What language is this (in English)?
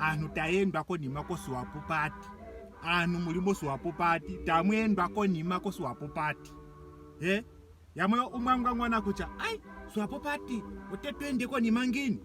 Ndonga